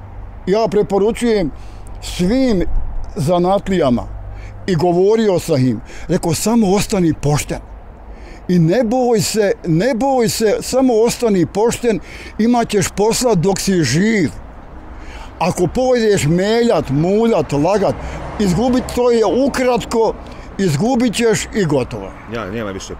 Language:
Bosnian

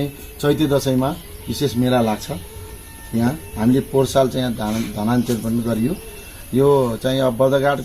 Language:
Nepali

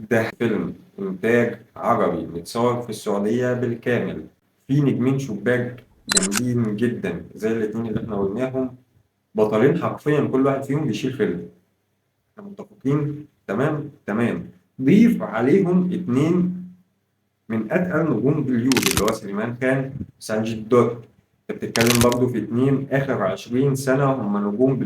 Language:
Egyptian Arabic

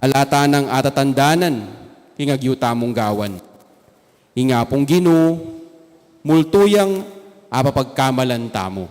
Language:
Pampanga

